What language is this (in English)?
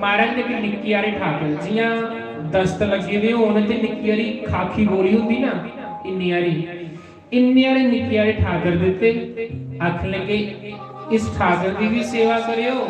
Dogri